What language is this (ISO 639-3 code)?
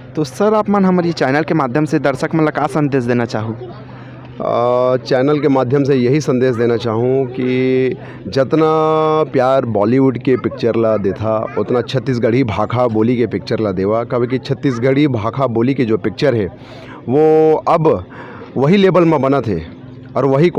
hne